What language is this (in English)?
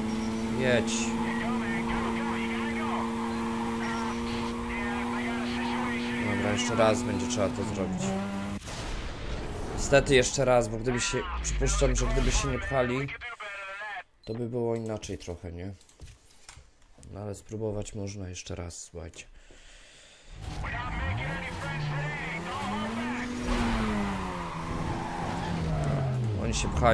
Polish